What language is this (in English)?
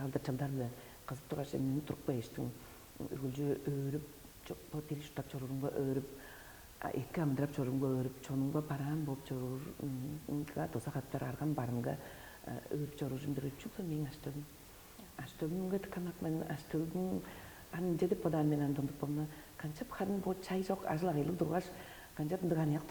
Tuvinian